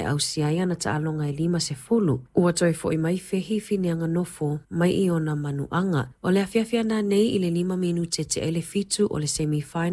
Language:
Samoan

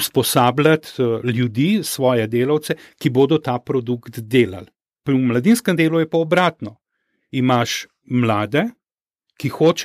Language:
Slovenian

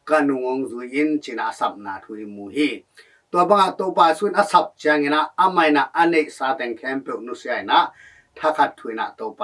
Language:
Tedim Chin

